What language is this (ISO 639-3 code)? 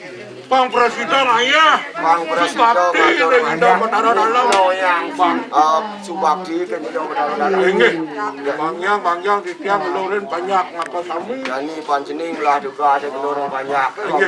ban